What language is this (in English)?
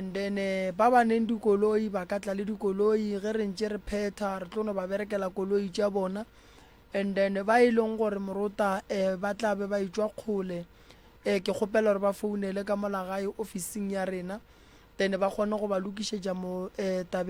Northern Sotho